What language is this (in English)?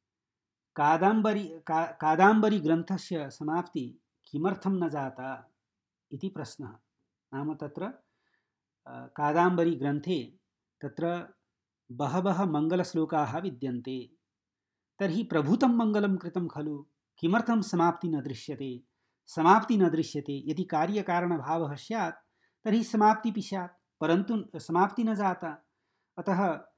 Sanskrit